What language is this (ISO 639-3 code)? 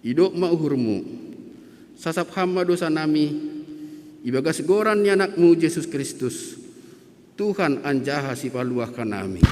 bts